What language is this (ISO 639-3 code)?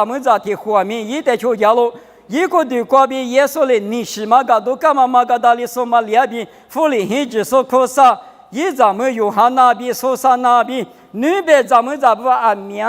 lis